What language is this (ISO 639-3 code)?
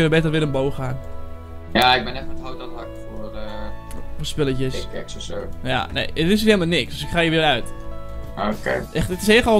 nld